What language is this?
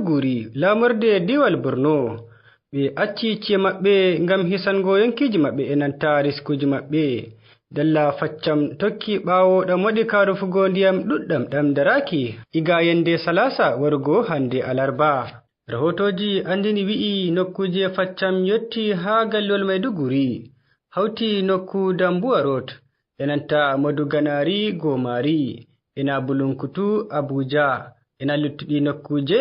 Fula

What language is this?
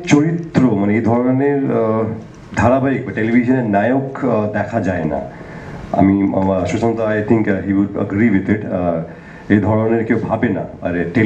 Bangla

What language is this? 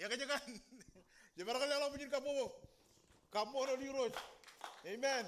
Marshallese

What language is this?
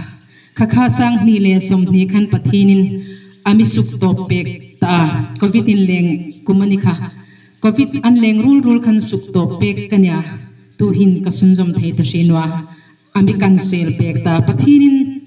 Hmar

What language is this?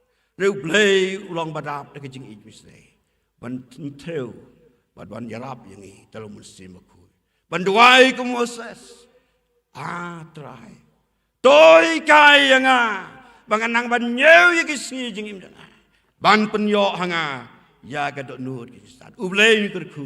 Khasi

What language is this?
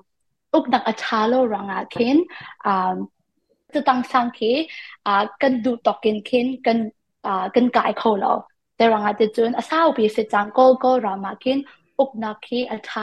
Hakha Chin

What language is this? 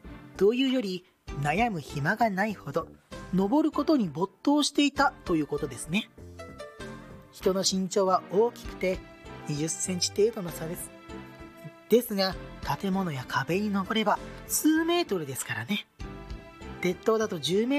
Japanese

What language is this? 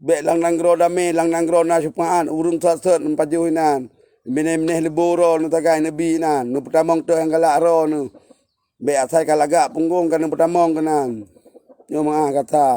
Achinese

